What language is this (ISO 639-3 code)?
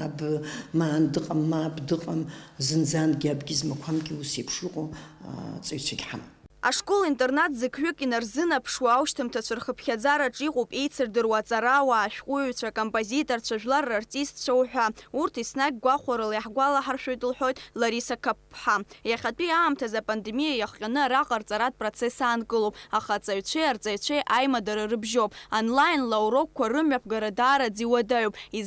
abk